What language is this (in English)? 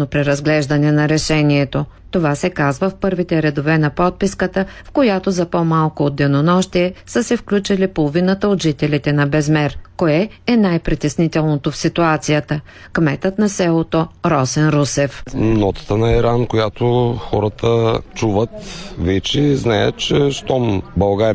Bulgarian